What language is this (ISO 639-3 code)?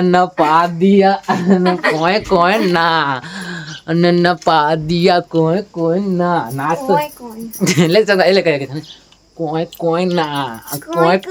hne